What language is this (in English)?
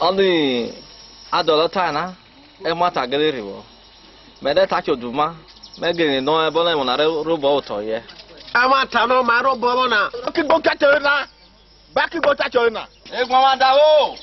Esan